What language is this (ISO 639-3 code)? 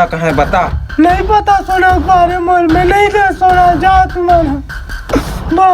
hne